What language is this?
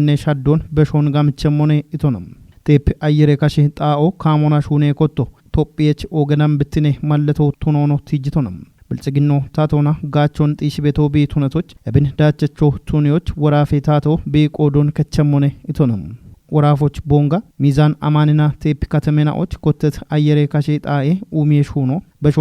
Kafa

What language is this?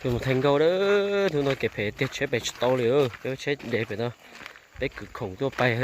Hmong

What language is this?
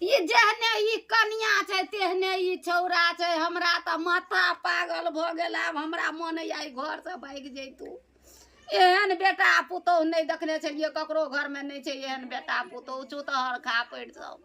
Maithili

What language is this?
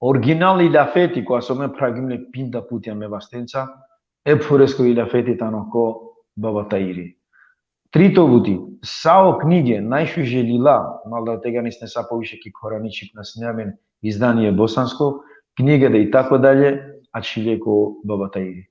Balkan Romani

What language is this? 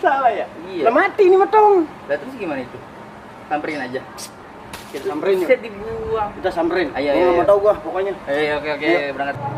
Betawi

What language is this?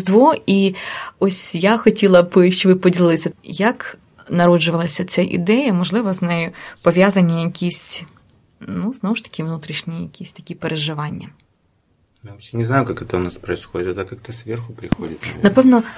Ukrainian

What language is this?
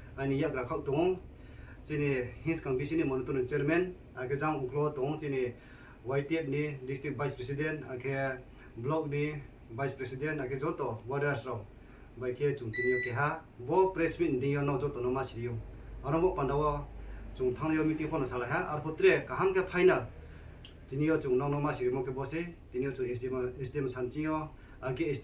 Riang (India)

